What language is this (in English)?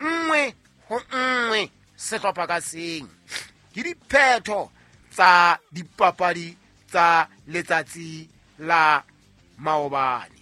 Southern Sotho